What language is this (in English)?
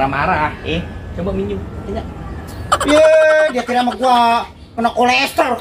Betawi